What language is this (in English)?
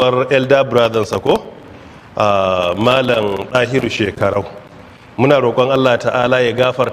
Hausa